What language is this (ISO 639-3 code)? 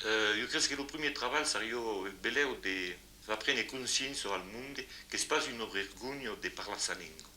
oci